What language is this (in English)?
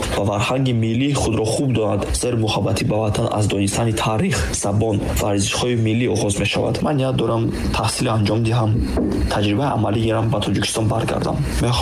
Tajik